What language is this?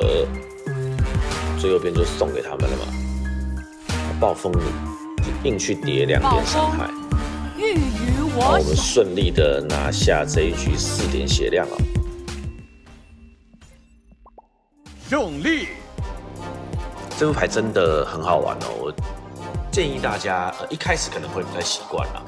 Chinese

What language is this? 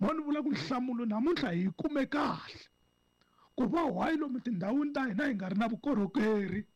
Tsonga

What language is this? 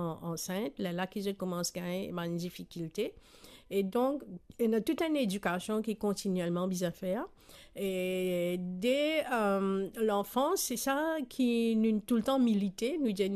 Morisyen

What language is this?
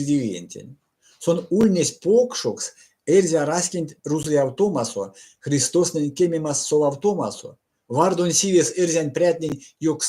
Erzya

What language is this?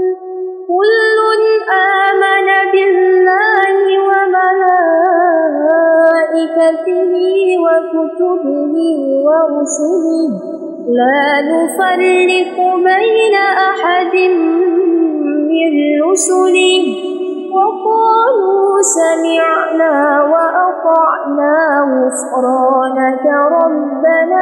Arabic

